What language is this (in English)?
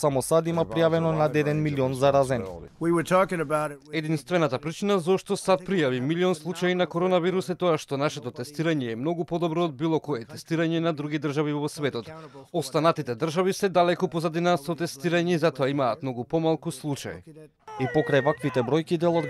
Macedonian